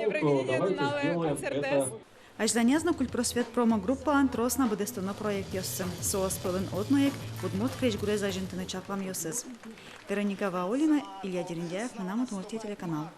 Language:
Udmurt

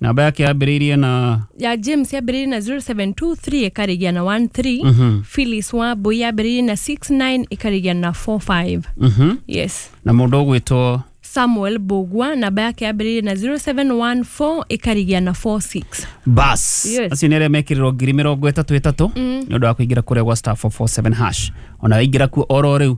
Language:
Kikuyu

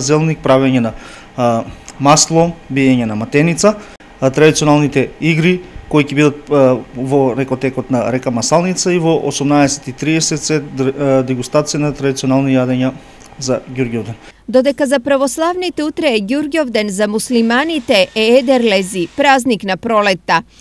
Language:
Macedonian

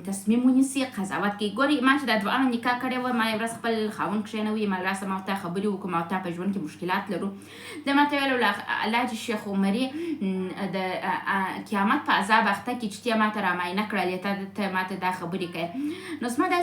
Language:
Pashto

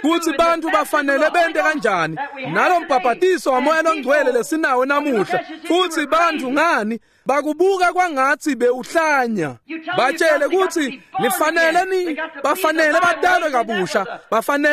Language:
Swati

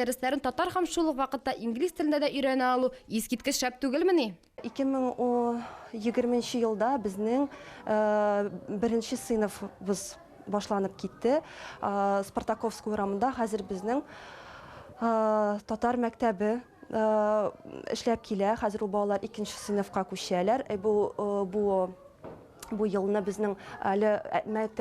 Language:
Tatar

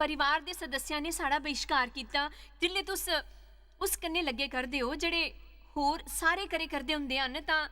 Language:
Dogri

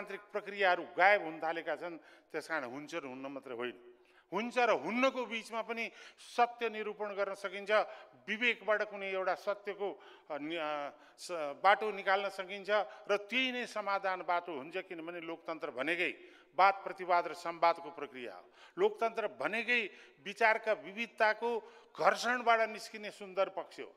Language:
Nepali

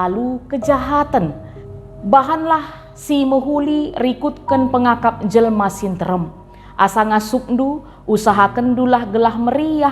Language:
Batak Karo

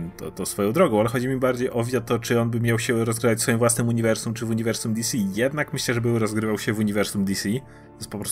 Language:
Polish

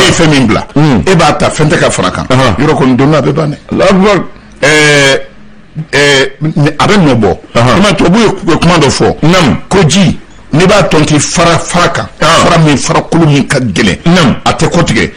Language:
Bambara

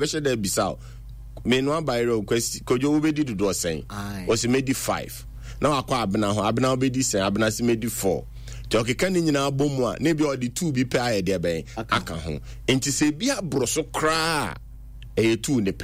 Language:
Akan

